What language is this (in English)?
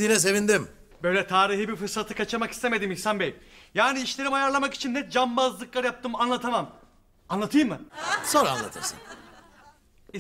Turkish